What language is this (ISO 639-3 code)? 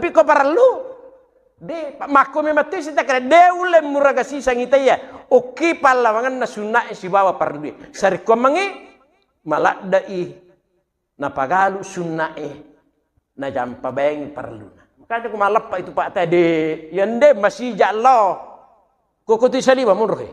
bug